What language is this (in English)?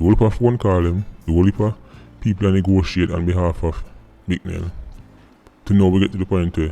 Jamaican Creole English